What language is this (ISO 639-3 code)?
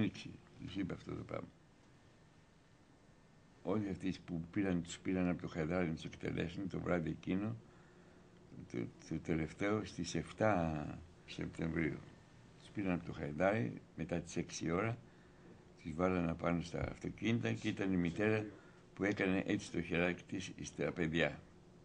ell